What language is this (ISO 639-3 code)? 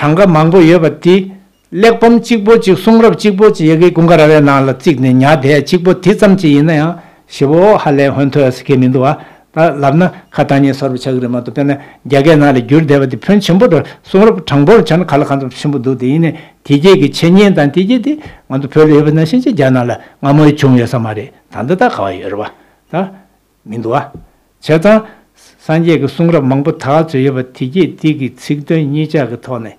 bod